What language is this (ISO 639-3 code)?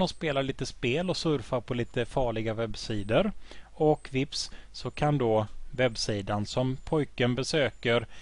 swe